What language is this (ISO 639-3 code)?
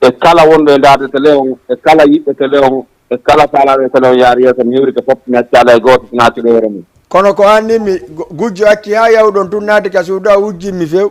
ful